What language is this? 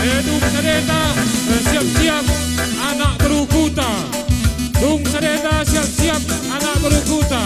Batak Karo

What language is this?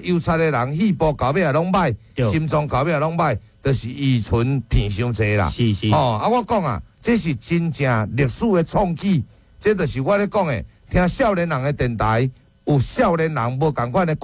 Min Nan Chinese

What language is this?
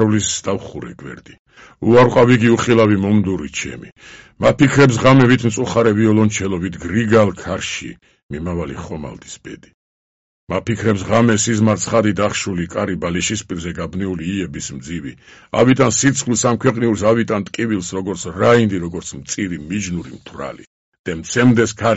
Georgian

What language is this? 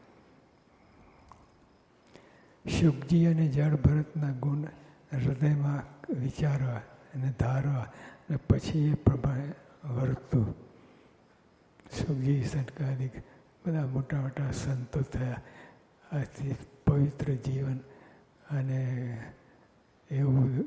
Gujarati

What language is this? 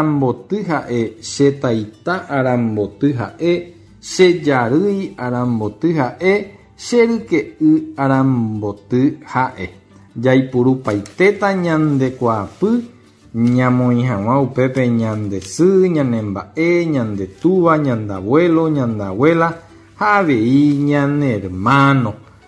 Guarani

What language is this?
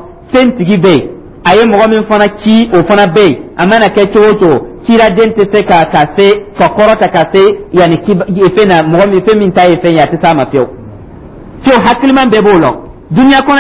Dyula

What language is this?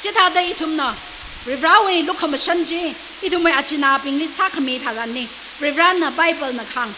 Tangkhul Naga (India)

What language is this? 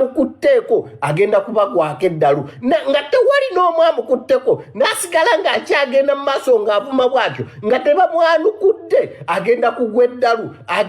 Ganda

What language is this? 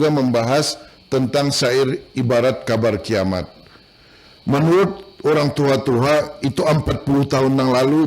Banjar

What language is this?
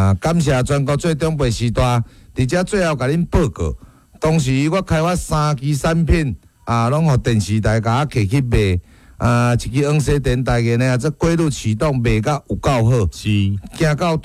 Min Nan Chinese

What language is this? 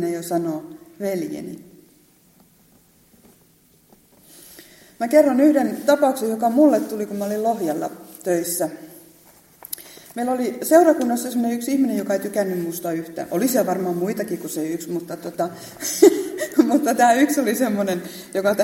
Finnish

